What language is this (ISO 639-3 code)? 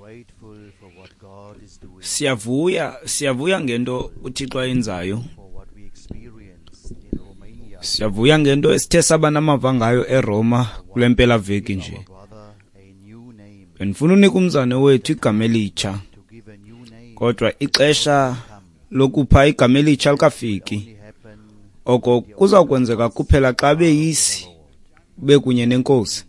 xho